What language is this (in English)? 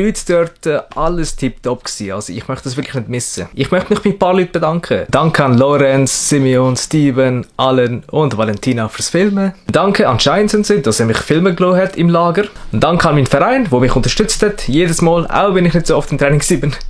Swiss German